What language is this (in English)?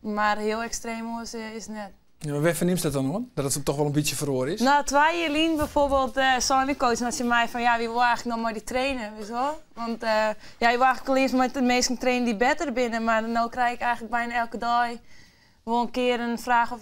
Western Frisian